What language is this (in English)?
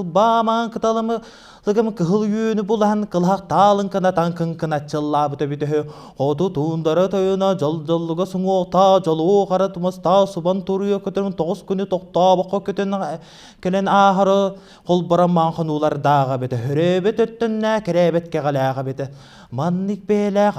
Yakut